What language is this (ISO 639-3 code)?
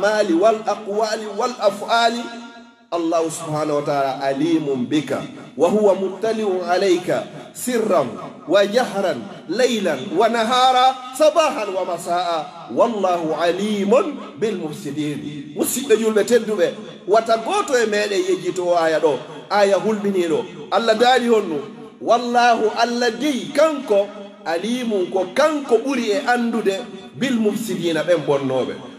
fuf